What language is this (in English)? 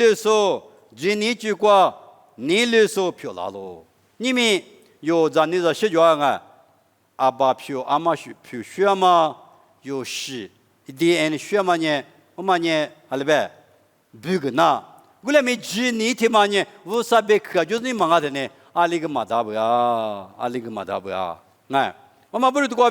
Lisu